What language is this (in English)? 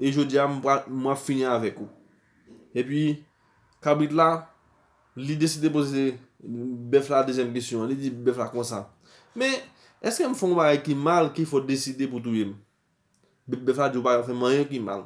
Haitian Creole